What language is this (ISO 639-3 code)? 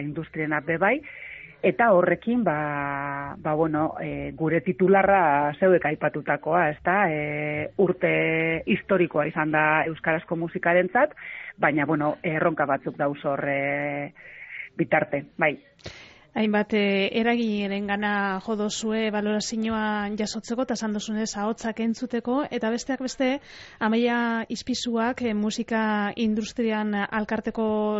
eus